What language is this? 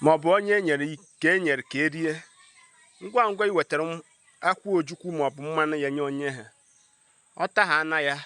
Igbo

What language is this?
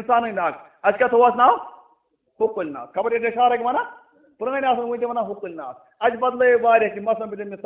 Kashmiri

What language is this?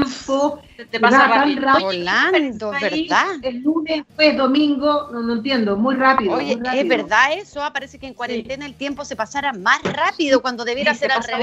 Spanish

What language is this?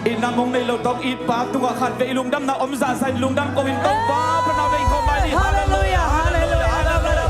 Tedim Chin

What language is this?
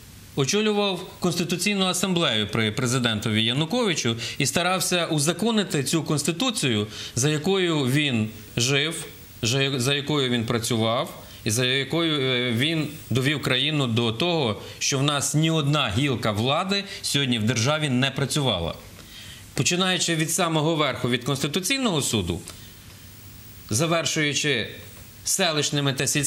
Ukrainian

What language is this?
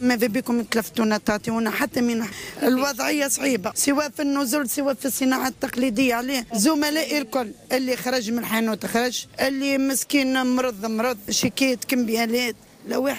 Tunisian Arabic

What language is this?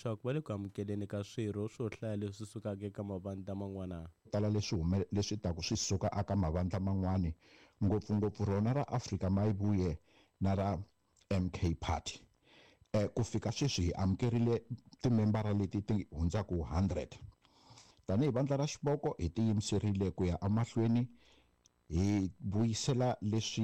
Tsonga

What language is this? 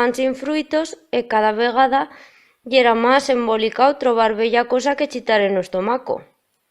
Aragonese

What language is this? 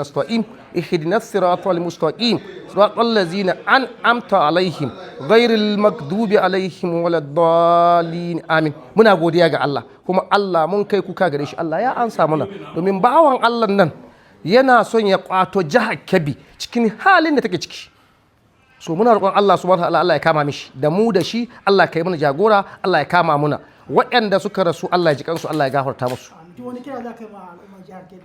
Hausa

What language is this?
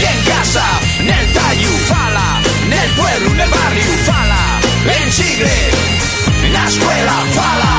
Asturian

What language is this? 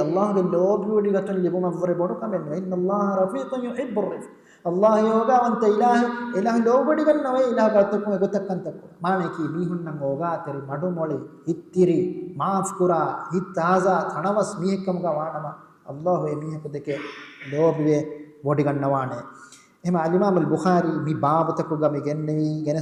Divehi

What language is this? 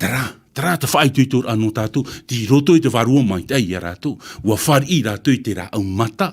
Tahitian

